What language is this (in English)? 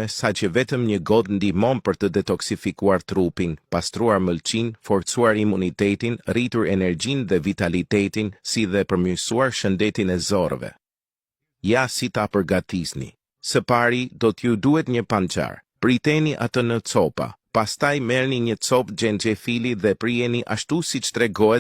Albanian